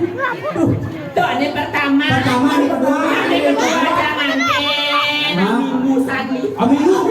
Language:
Balinese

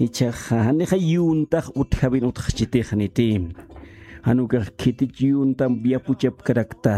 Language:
Aymara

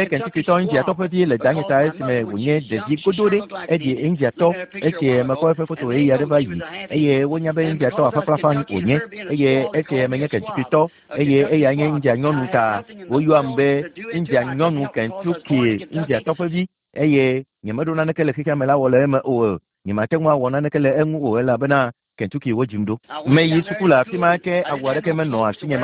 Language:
Ewe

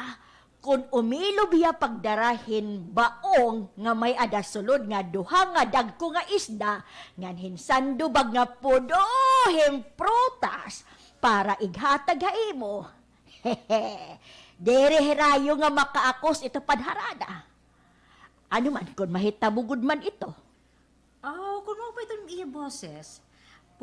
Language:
Waray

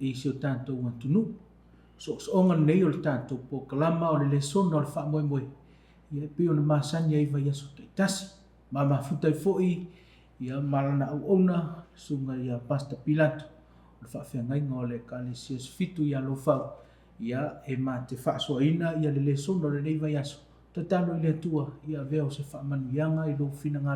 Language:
Samoan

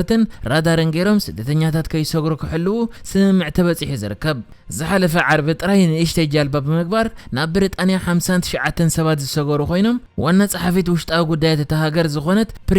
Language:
Tigrinya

